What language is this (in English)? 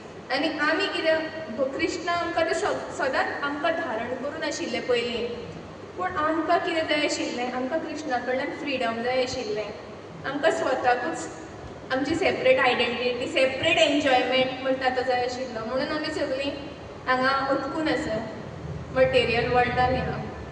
Konkani